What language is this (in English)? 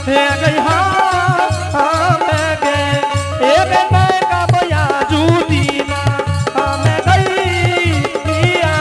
Angika